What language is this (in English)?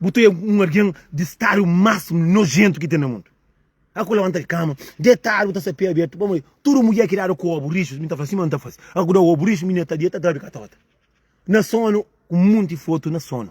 Kabuverdianu